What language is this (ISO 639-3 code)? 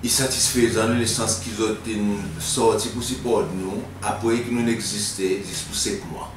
crs